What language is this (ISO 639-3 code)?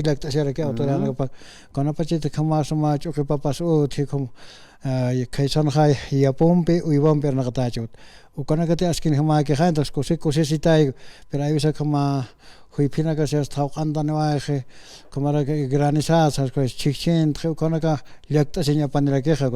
aym